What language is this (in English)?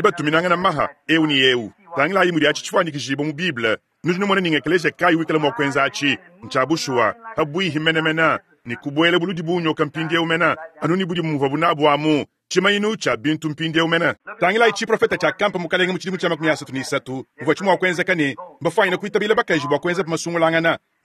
Luba-Lulua